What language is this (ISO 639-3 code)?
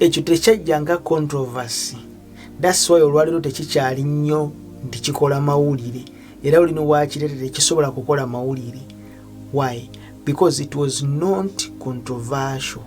lug